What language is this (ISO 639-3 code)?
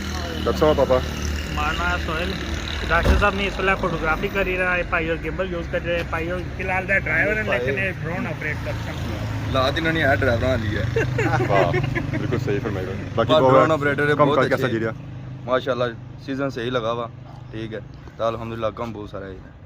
phr